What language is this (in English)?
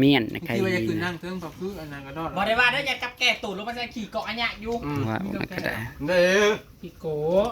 Northeastern Thai